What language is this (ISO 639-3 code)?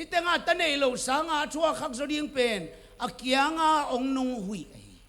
ctd